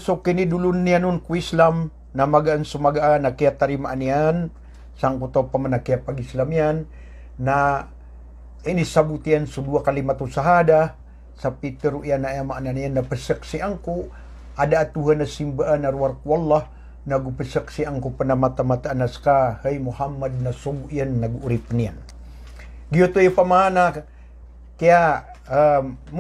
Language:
Maranao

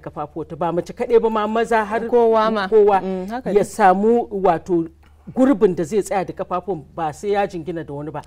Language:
Hausa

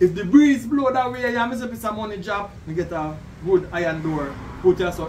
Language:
Jamaican Creole English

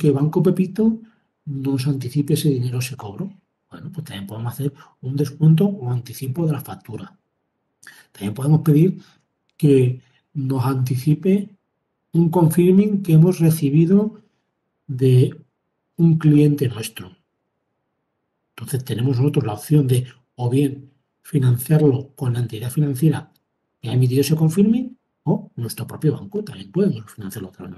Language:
Spanish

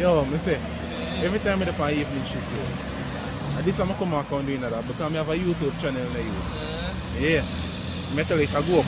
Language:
Jamaican Creole English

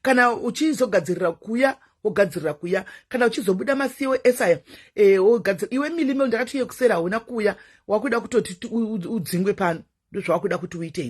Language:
Shona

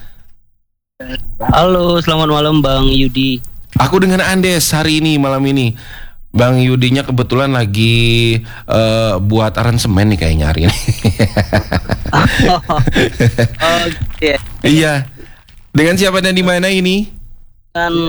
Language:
Indonesian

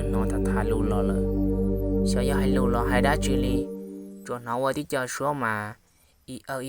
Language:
Hmong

